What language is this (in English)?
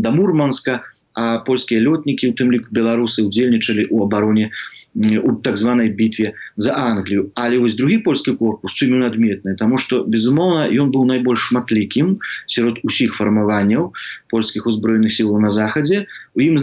Belarusian